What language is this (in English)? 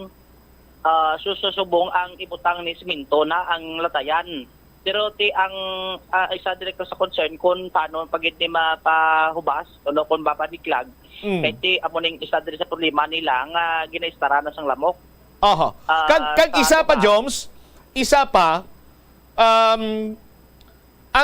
Hiligaynon